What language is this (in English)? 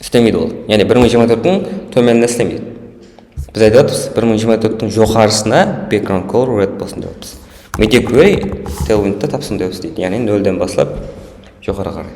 Kara-Kalpak